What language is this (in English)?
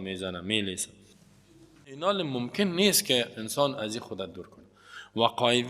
Persian